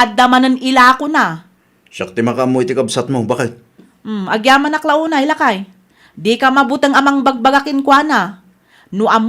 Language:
Iloko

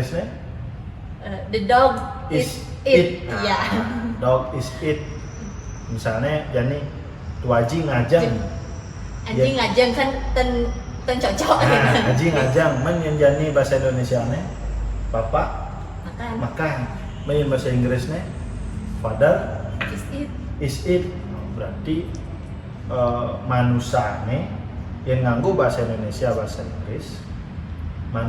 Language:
Balinese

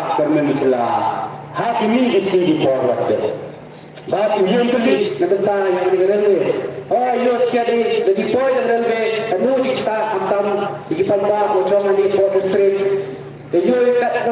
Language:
Khasi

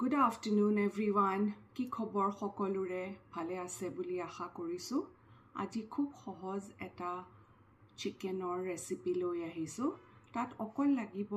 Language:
Assamese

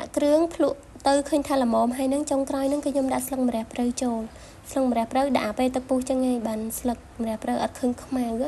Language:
Khmer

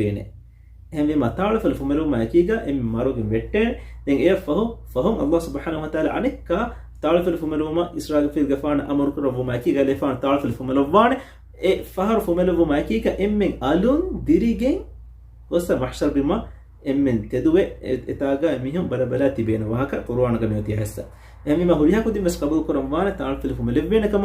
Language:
Divehi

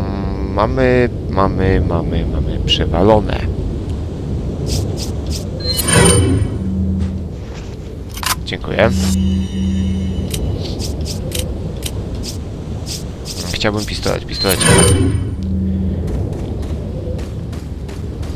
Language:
Polish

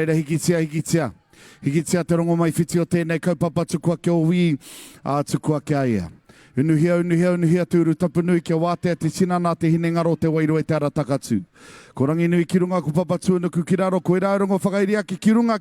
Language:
Māori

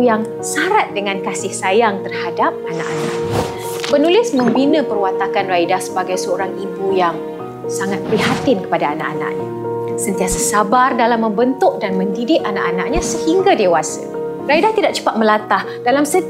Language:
Malay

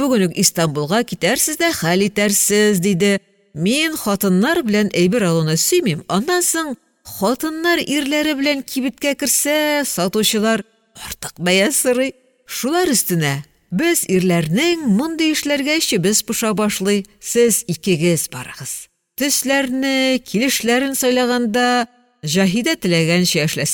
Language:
Tatar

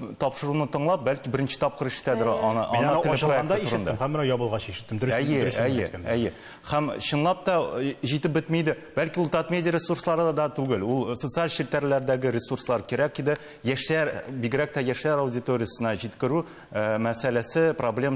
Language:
Tatar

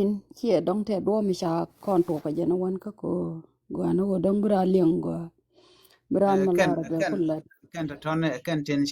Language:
Nuer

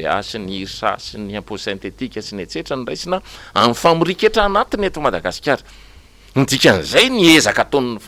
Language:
Malagasy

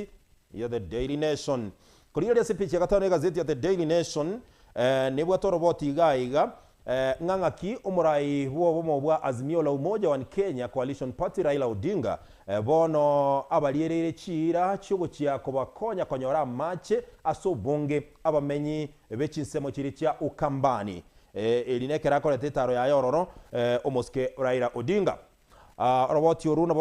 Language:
Gusii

